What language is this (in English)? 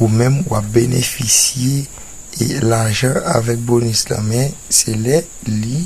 Haitian Creole